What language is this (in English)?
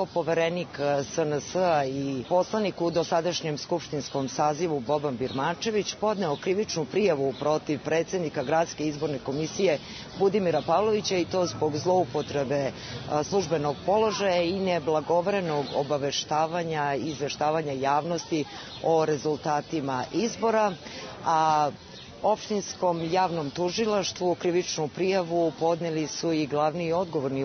Serbian